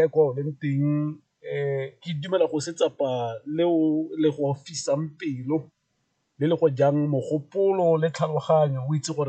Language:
Tswana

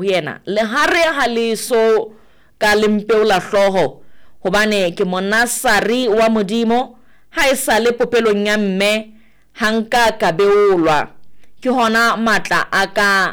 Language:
Southern Sotho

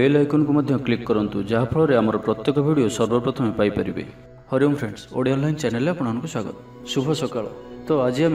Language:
Odia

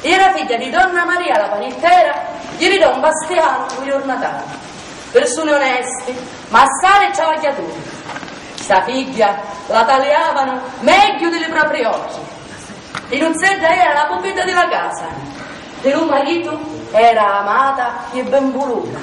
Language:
Sicilian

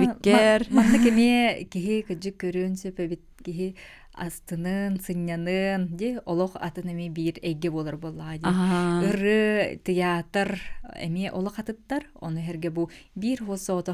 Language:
Yakut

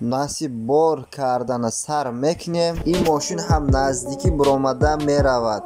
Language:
Tajik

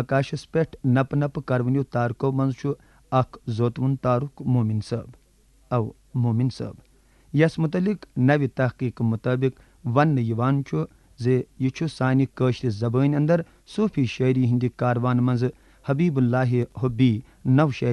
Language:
Kashmiri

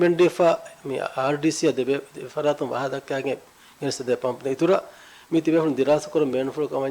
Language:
Divehi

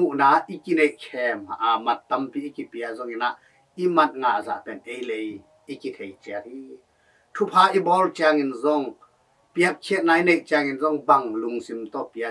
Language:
Tedim Chin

